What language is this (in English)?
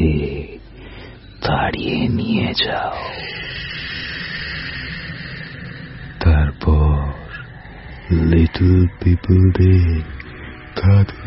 Bangla